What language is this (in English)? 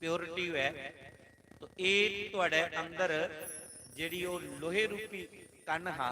Dogri